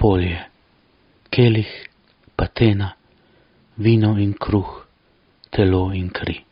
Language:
Slovenian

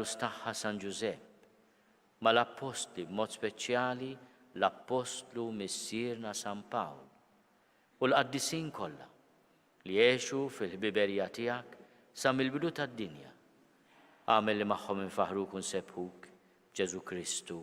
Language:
Maltese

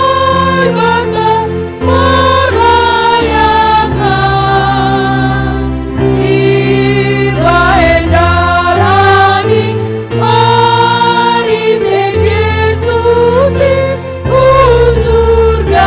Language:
Batak Simalungun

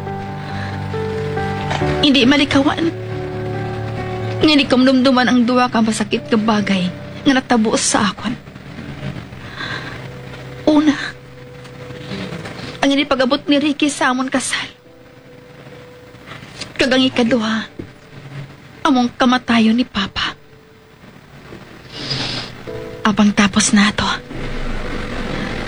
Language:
Hiligaynon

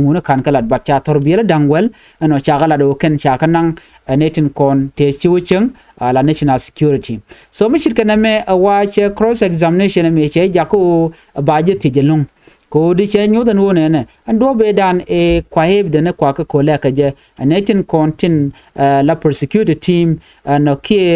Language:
Nuer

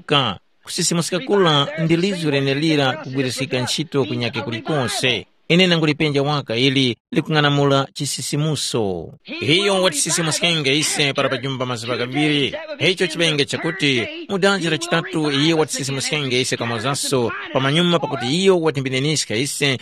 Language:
Tumbuka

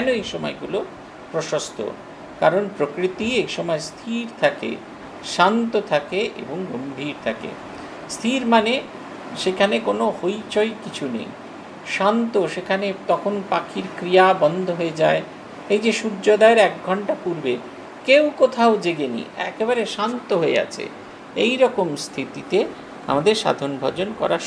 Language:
Bangla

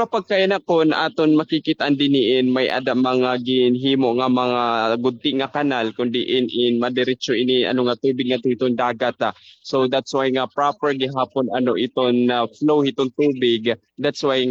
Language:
Waray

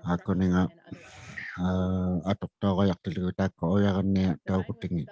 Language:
Inuktitut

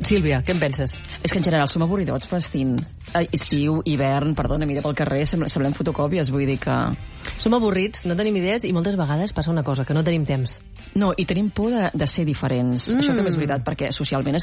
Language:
Catalan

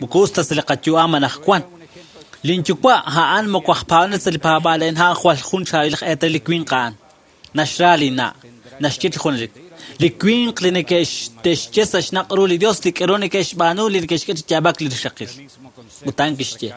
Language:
Kekchí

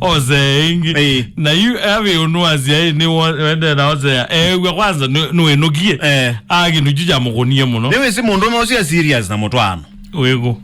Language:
Kamba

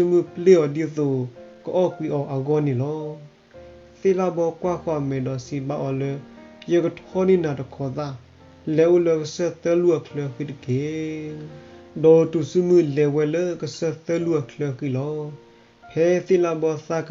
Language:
S'gaw Karen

